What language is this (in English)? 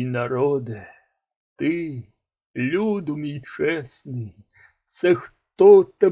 Ukrainian